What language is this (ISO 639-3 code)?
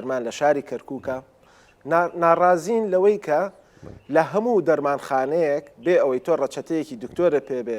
ckb